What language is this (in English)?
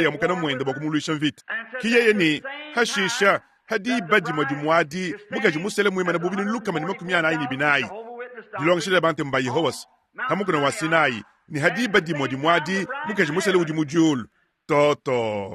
Luba-Lulua